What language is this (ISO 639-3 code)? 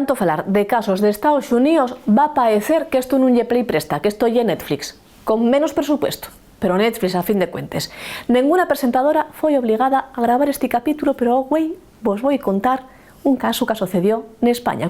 ast